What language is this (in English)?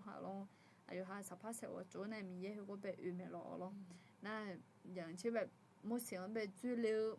Akha